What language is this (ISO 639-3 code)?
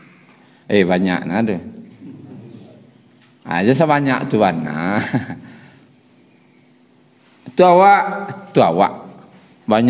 msa